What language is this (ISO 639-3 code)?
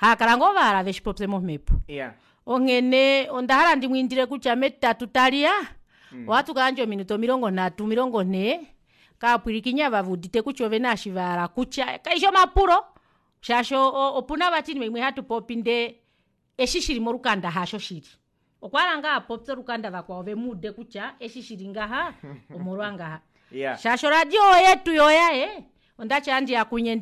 kua